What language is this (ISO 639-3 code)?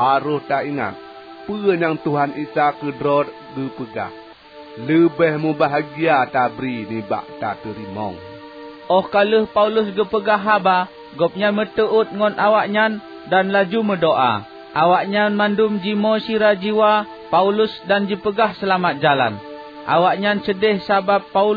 ace